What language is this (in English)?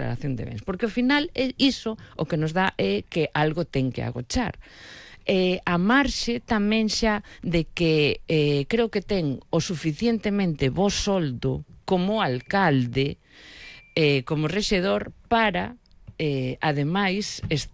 Galician